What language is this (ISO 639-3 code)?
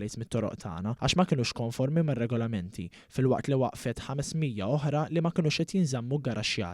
mlt